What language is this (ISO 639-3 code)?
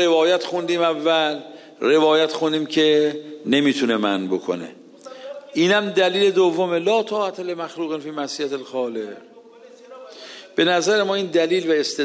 fas